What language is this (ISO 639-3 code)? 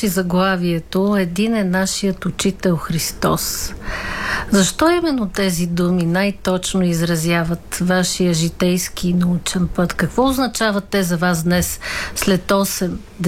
bul